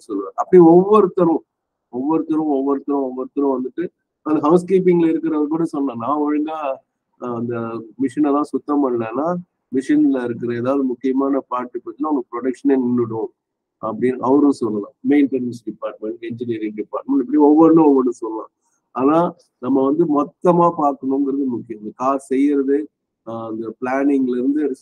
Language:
Tamil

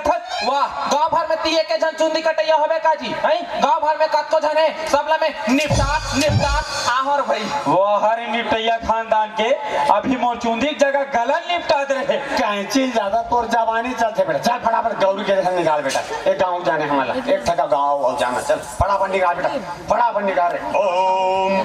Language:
Chhattisgarhi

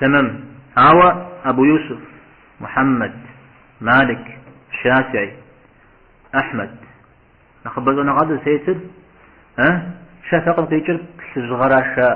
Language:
Kabardian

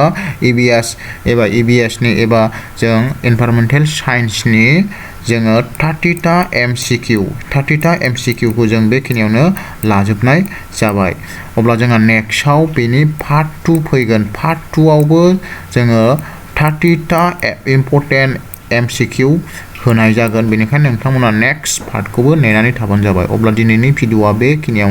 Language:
Bodo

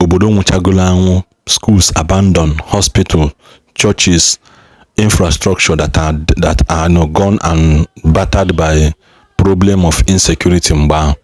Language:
Igbo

